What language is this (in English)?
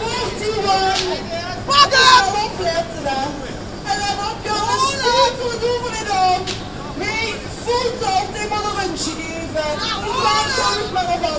Limburgish